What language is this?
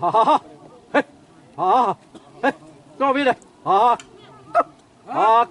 Xavánte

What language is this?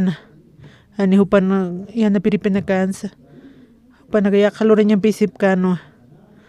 Aymara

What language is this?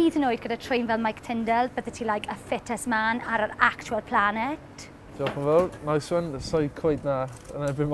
Welsh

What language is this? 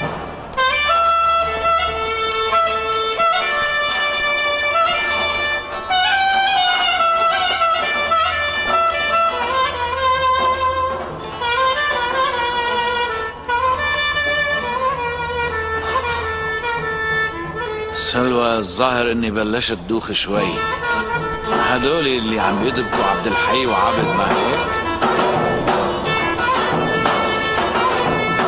North Levantine Arabic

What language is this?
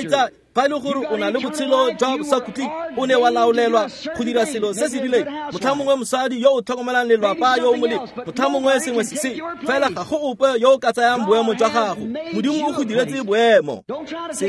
Tswana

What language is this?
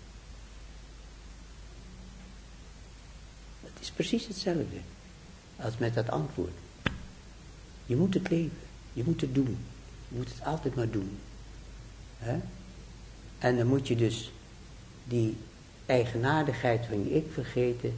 Dutch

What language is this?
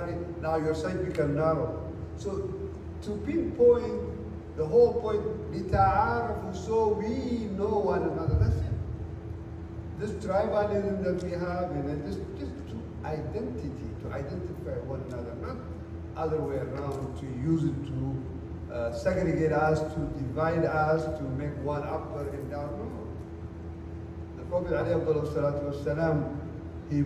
English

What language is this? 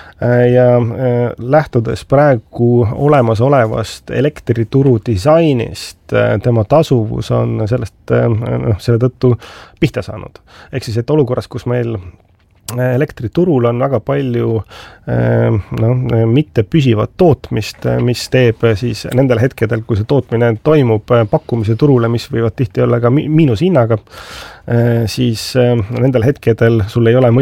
Estonian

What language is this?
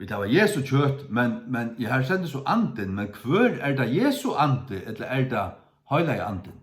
Faroese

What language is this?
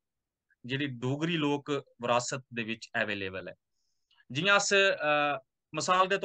Dogri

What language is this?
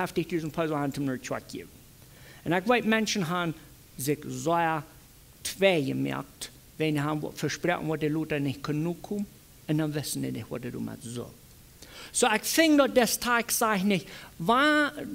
Plautdietsch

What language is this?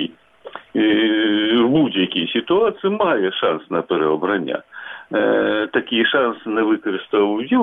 Ukrainian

